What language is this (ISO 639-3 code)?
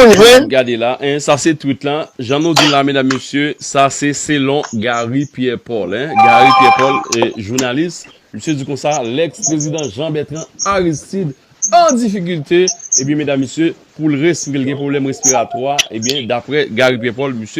hat